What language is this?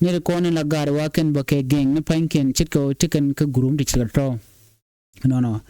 Nuer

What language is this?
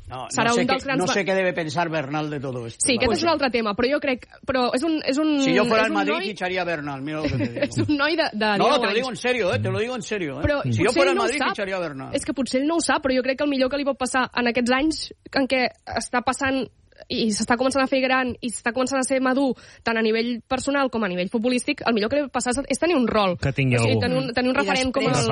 Catalan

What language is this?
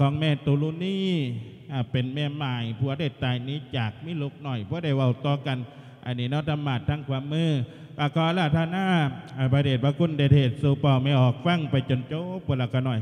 Lao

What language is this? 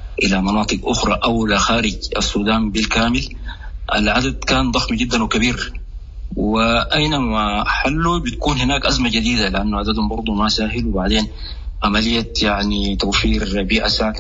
Sudanese Arabic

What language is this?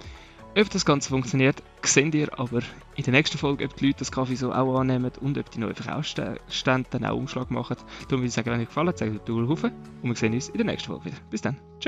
Swiss German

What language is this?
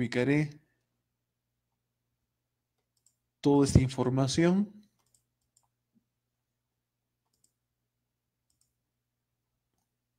Spanish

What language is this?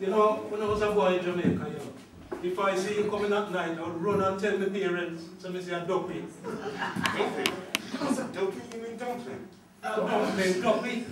Jamaican Creole English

